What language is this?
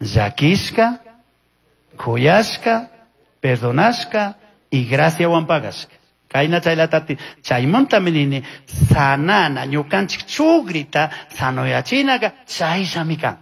Chimborazo Highland Quichua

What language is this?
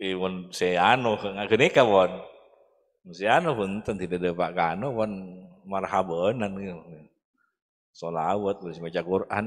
Madurese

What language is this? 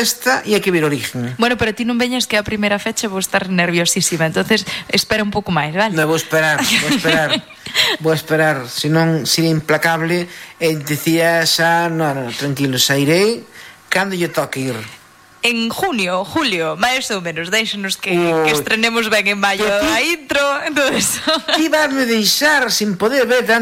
Galician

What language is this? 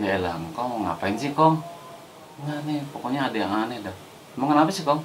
Betawi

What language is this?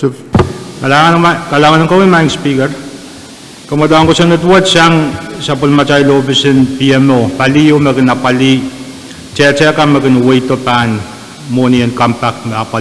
Pohnpeian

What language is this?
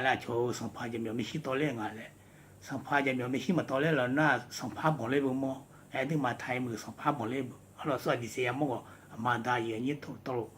Akha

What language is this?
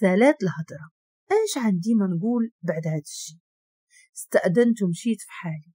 Moroccan Arabic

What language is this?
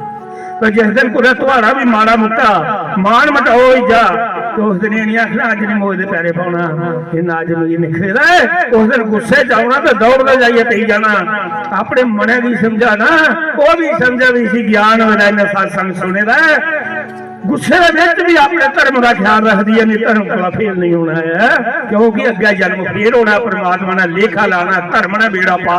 Dogri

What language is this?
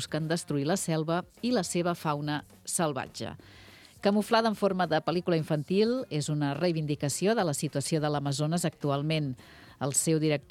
Catalan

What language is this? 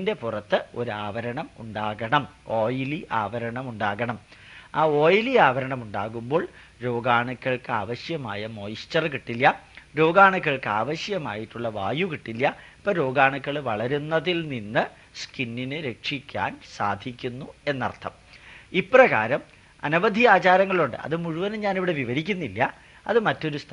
Malayalam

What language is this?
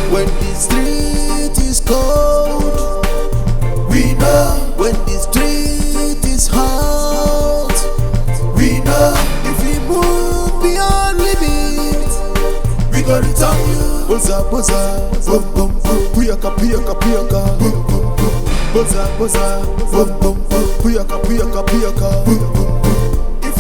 Nigerian Pidgin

